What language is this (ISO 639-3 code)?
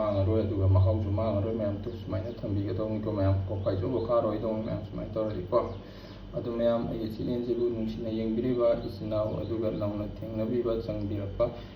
mni